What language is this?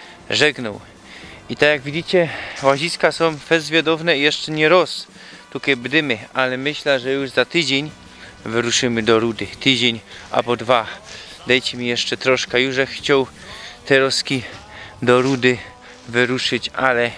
Silesian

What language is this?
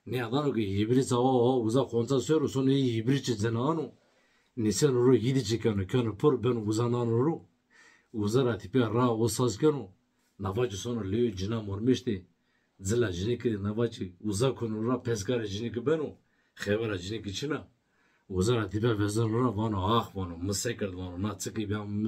Zaza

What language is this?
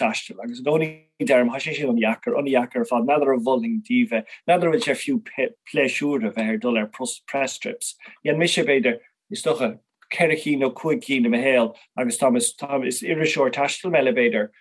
Irish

